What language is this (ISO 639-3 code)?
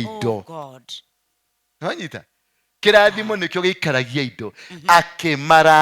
kik